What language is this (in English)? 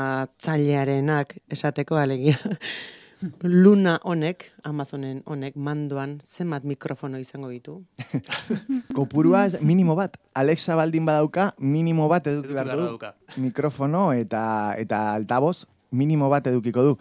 Basque